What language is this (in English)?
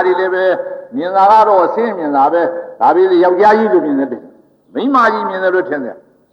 Burmese